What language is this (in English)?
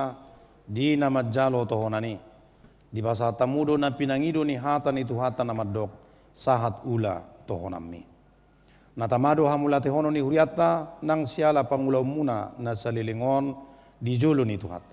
Batak Toba